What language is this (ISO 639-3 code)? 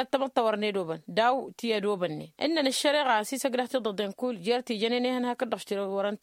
taq